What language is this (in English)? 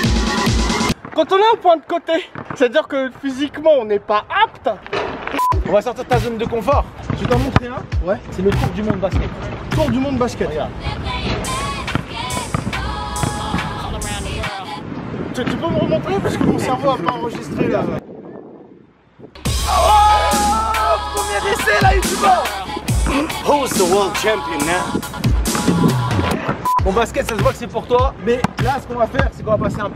French